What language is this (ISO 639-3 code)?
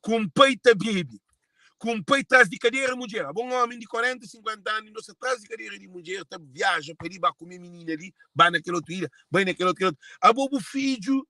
kea